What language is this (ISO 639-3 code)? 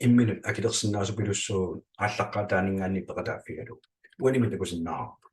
kal